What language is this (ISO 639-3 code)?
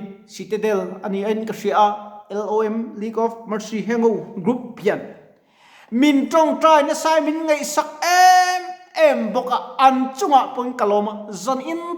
lus